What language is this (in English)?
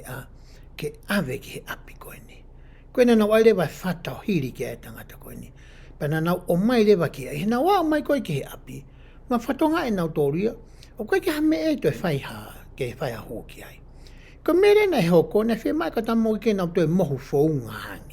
Tongan